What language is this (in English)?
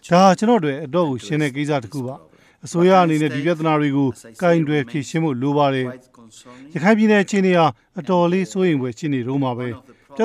Burmese